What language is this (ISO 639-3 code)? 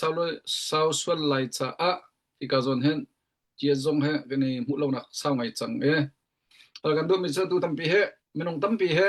cnh